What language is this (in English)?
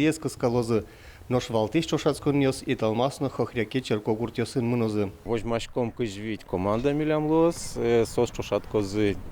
Udmurt